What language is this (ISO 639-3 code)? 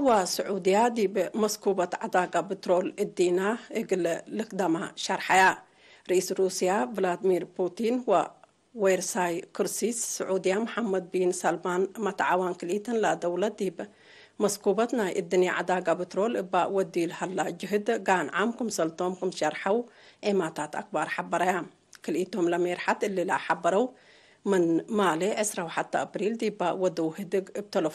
tig